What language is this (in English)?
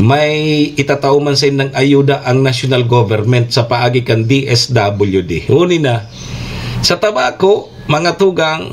Bikol